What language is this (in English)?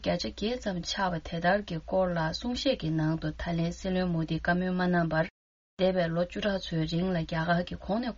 Tibetan